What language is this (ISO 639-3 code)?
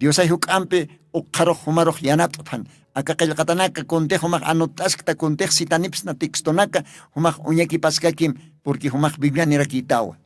aym